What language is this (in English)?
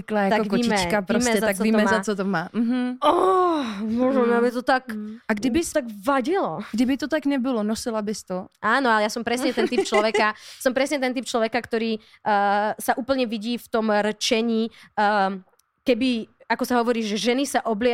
Slovak